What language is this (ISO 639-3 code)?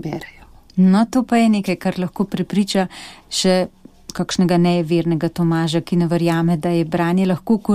slv